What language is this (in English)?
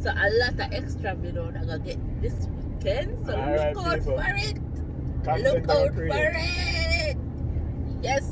Jamaican Creole English